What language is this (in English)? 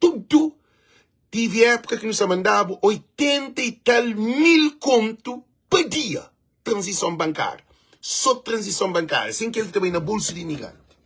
Kabuverdianu